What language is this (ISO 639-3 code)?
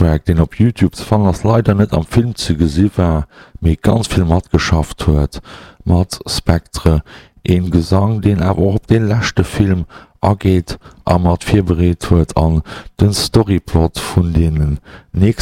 ltz